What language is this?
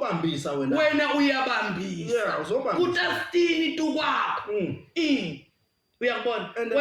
Zulu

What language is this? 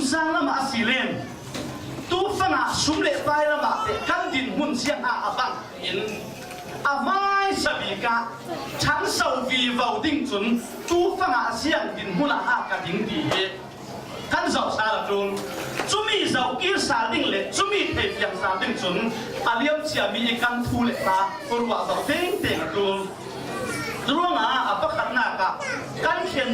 Falam Chin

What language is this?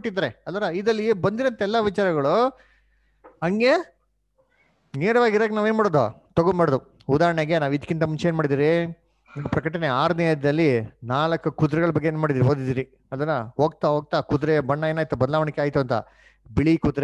Kannada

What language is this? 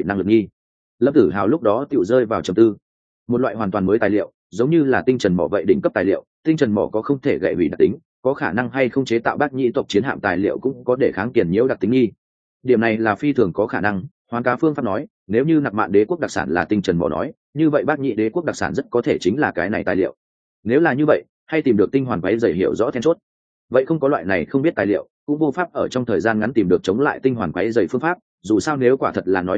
Vietnamese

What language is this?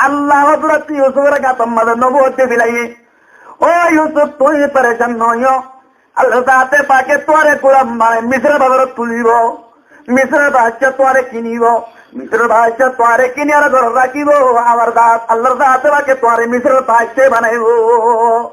Rohingya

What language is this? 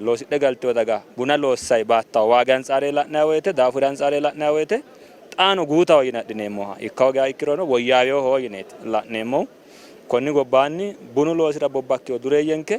Sidamo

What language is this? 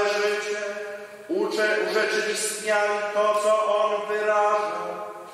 Polish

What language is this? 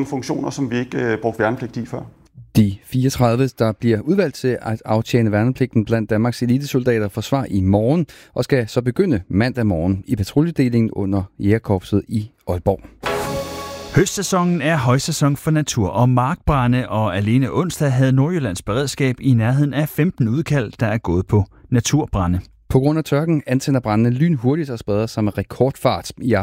Danish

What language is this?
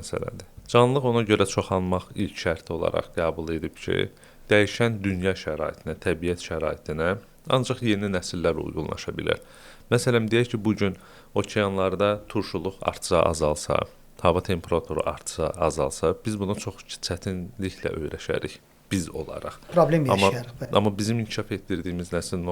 Azerbaijani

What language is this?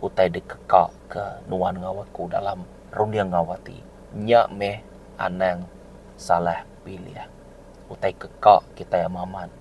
Iban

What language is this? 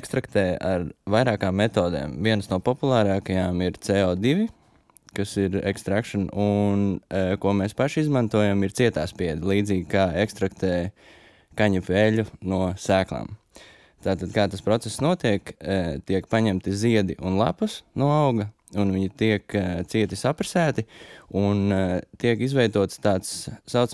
Latvian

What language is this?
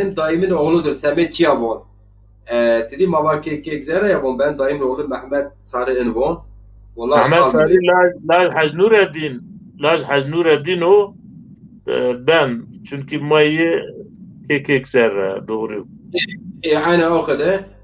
Zaza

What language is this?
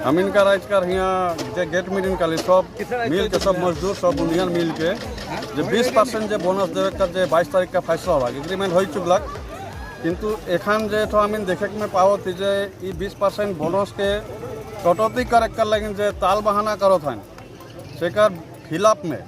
Sadri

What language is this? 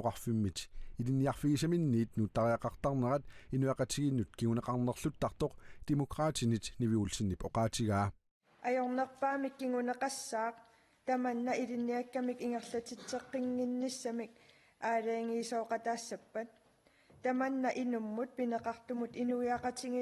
Kalaallisut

